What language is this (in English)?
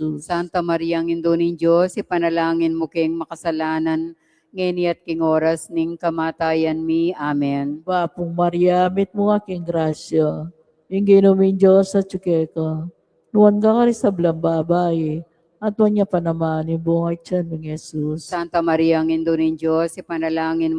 Pampanga